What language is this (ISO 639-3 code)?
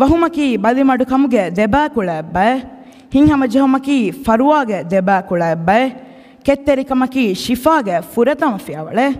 div